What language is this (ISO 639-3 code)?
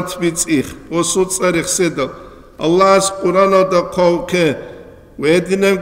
ava